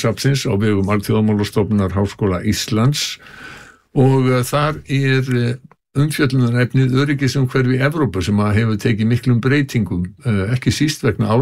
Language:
Icelandic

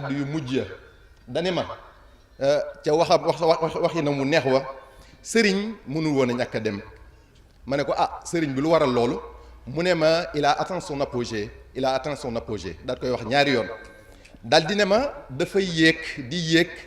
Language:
Wolof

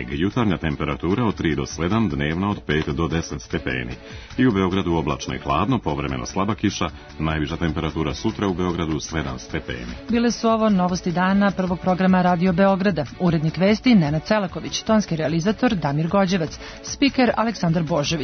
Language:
Serbian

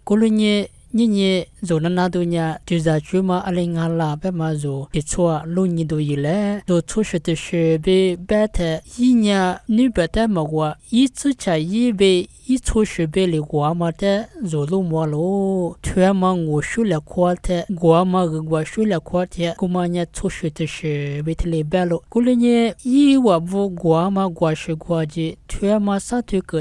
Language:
Lisu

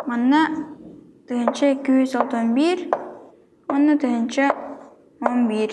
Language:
Yakut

